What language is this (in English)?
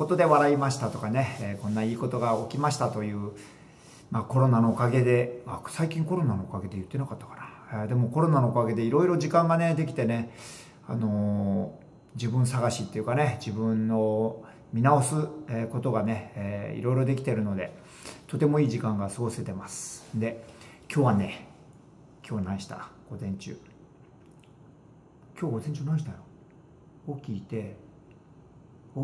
Japanese